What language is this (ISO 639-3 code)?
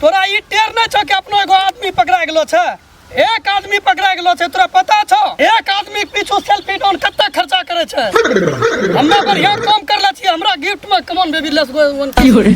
mai